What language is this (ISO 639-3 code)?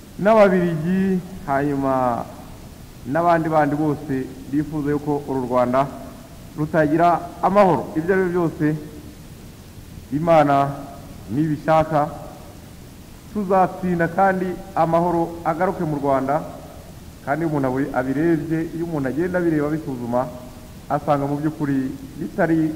kin